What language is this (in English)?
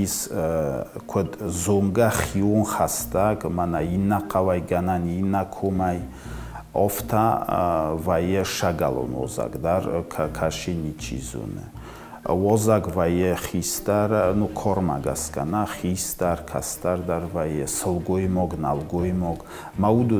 Ossetic